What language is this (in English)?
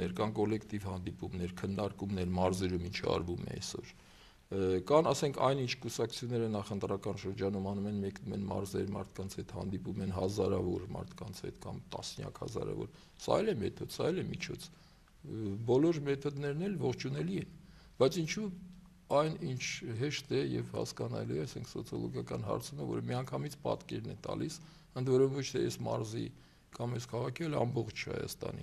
Armenian